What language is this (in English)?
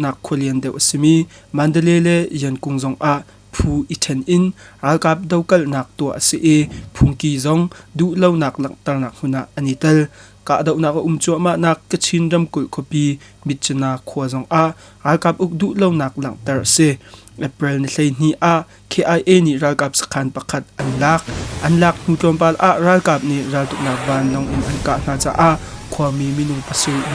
Hakha Chin